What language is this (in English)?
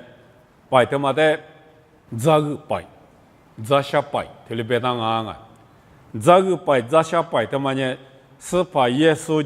Lisu